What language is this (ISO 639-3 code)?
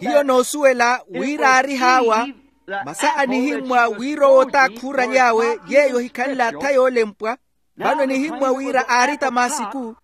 vmw